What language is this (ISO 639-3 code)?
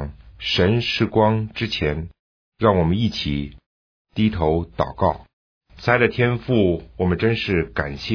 zho